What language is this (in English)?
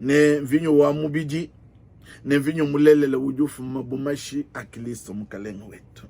Luba-Lulua